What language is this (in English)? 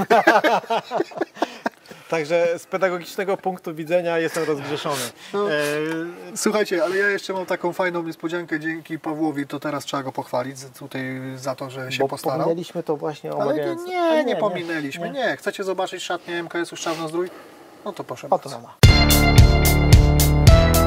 Polish